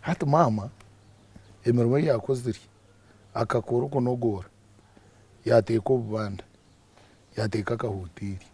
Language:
Nyankole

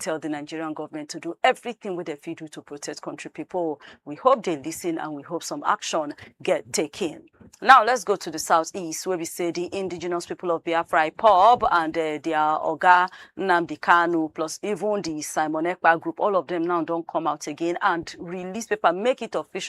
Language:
Nigerian Pidgin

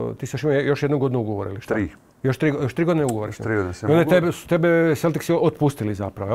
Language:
Croatian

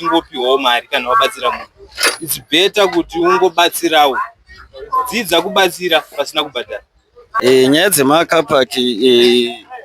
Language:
Shona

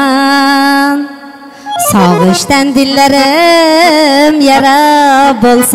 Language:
Turkmen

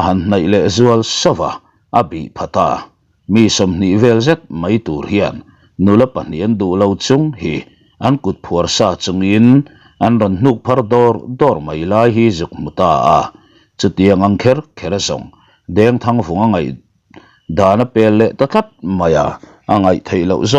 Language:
Mizo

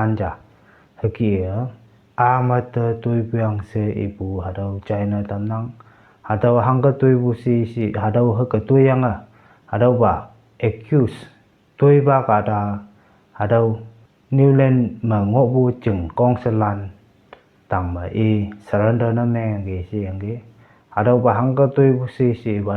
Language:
Konyak Naga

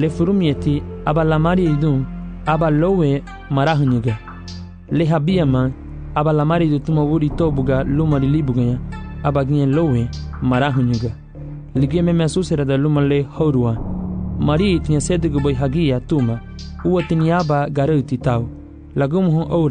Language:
Garifuna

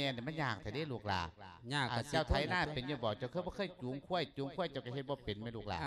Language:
Lao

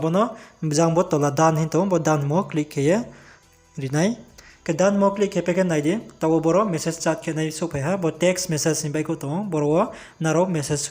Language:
Riang (India)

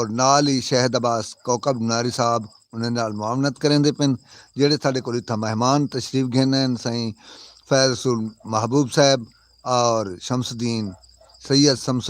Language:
Saraiki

